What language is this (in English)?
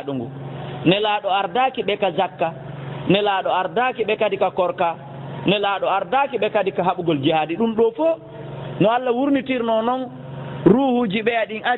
Fula